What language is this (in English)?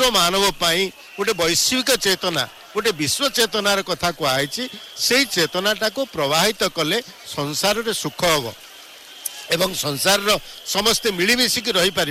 Odia